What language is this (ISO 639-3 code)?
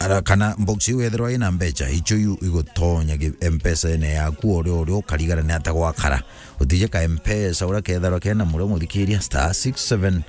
mer